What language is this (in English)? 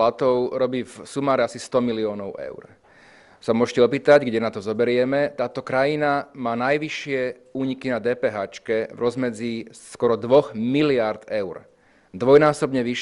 Slovak